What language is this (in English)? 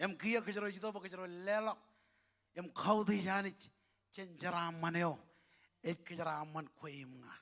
Marshallese